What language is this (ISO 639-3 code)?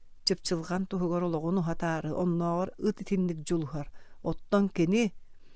sah